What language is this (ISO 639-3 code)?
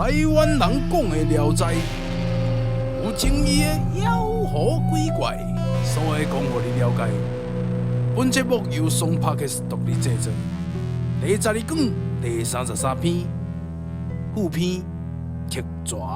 nan